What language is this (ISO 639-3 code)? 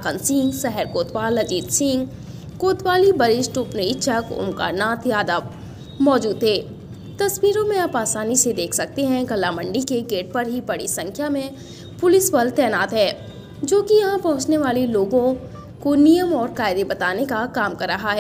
hin